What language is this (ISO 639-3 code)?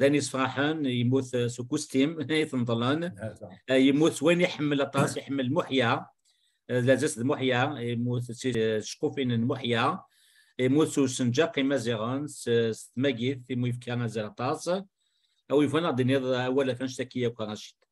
kab